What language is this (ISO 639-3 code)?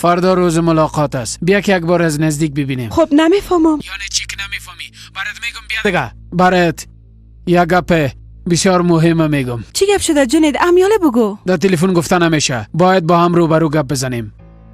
fas